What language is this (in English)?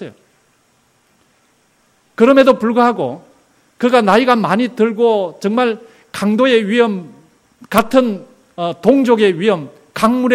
Korean